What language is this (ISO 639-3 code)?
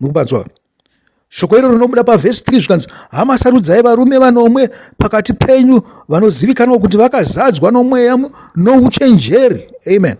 sna